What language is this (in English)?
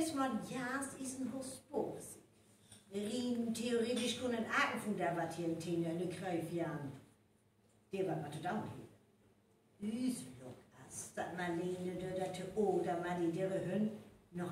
Northern Frisian